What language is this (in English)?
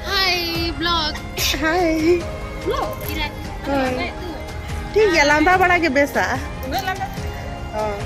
Santali